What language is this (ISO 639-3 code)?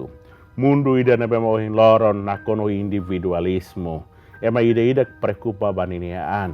tet